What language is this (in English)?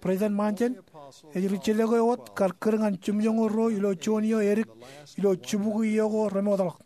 Marshallese